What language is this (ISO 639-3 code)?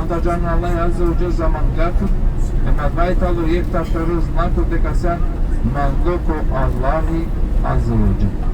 rmn